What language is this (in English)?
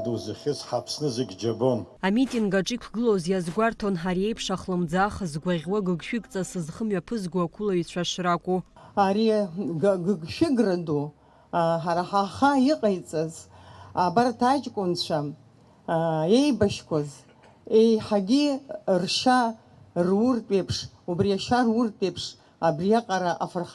Abkhazian